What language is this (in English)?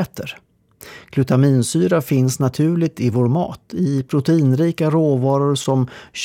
Swedish